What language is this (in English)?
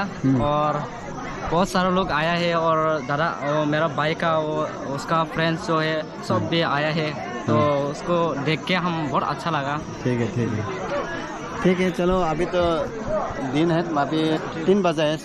Dimasa